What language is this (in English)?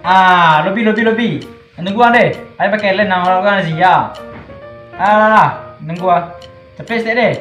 Minangkabau